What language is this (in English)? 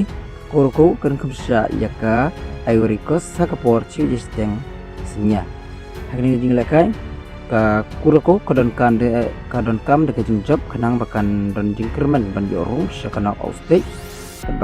Khasi